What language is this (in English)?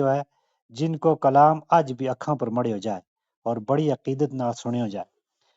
Gujari